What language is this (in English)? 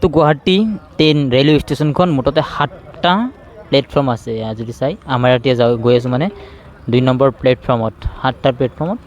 Assamese